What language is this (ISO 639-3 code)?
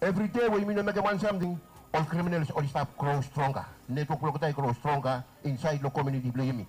bis